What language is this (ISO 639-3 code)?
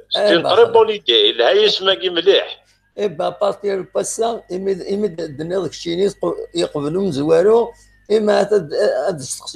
kab